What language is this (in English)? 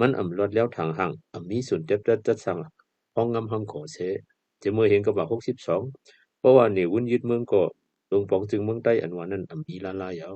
Shan